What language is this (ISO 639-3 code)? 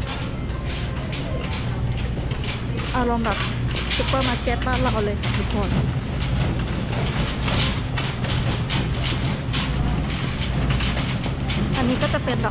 tha